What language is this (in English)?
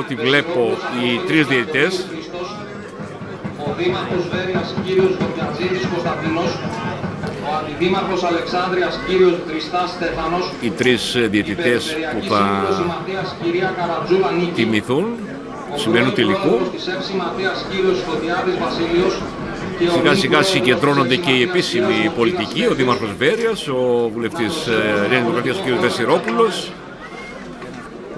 Greek